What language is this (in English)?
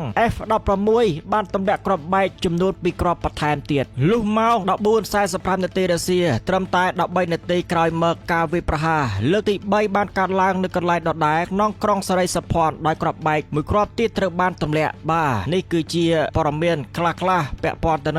Khmer